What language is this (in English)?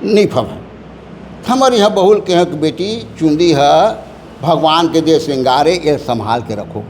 Chhattisgarhi